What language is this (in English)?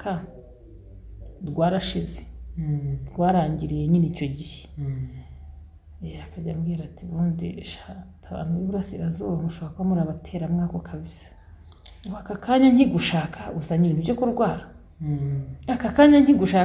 Kinyarwanda